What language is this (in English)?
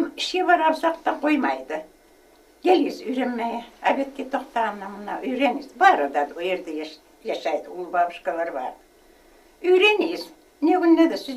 Kumyk